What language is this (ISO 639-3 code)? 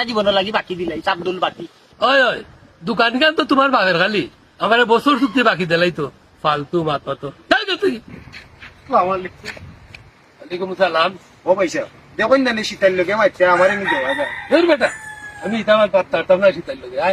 syl